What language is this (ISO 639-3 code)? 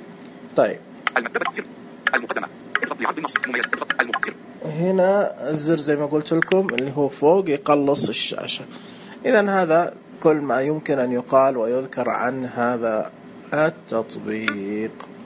ars